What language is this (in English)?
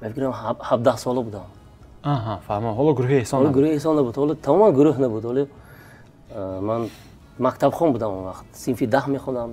Tajik